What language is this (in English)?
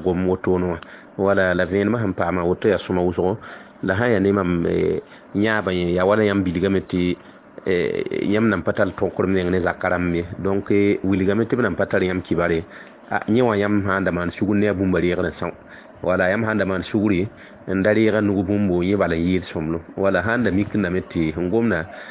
Mossi